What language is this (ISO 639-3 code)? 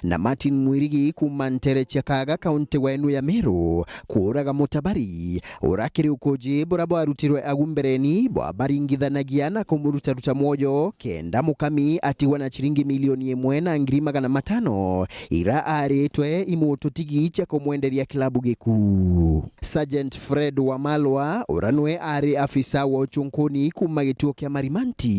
mer